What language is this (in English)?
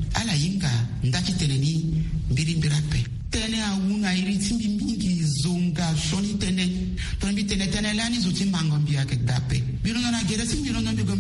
Sango